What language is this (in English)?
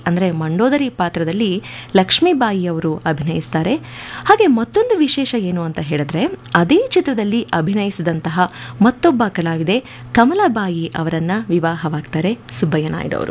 Kannada